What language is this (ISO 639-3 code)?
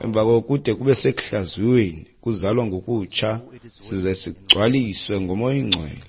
xho